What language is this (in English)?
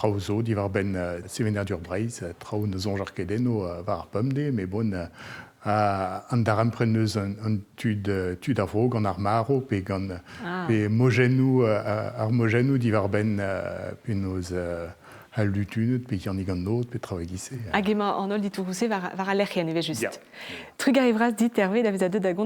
Breton